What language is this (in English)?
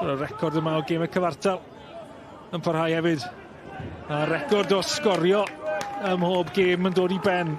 Welsh